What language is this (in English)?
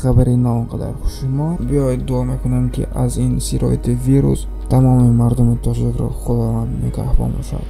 Tajik